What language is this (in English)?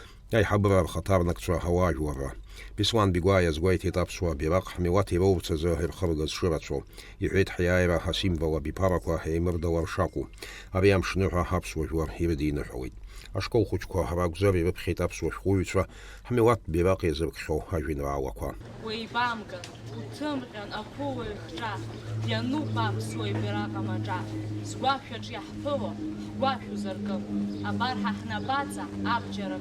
Abkhazian